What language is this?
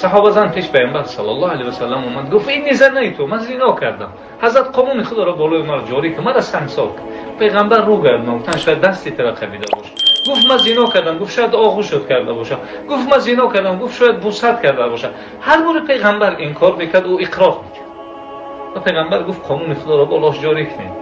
Tajik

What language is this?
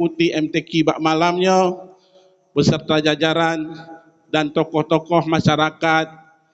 Achinese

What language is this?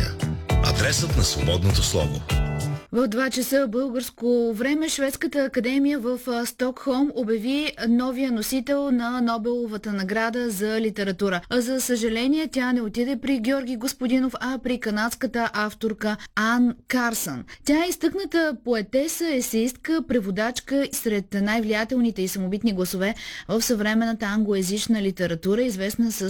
Bulgarian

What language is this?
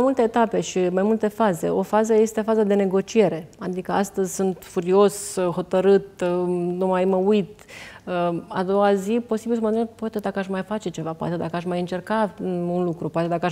Romanian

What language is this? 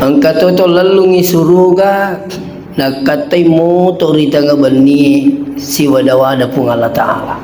Buginese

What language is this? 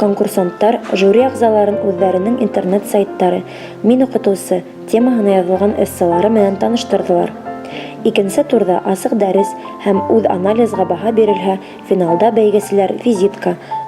Bashkir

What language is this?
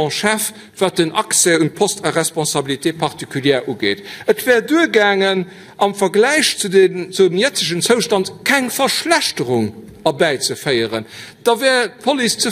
Luxembourgish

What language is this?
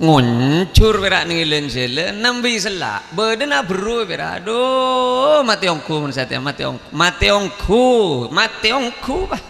Madurese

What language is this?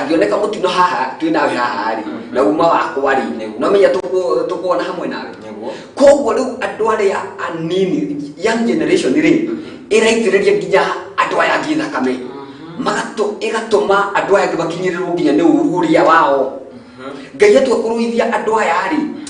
Kikuyu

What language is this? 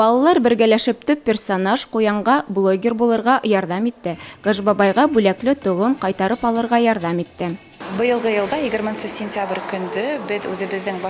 Bashkir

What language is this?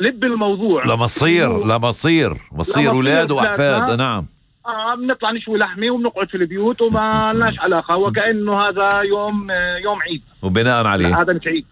North Levantine Arabic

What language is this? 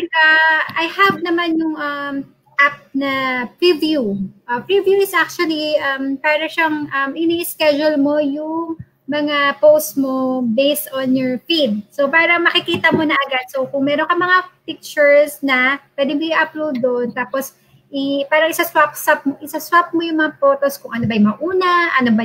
Filipino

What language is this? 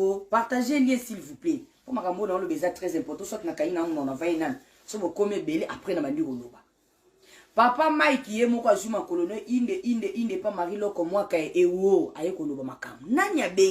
Lingala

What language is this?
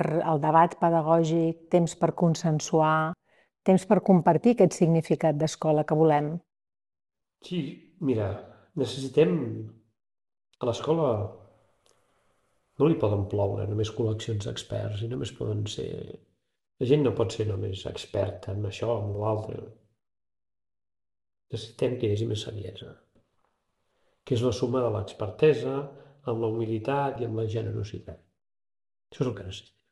Catalan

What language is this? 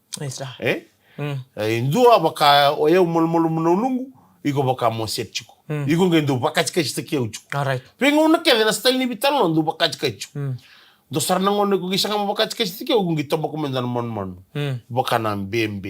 Fijian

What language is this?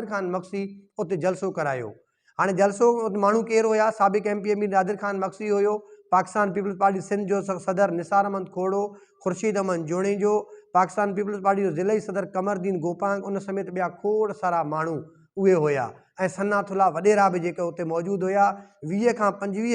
Sindhi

